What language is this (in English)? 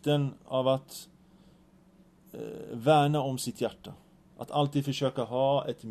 Swedish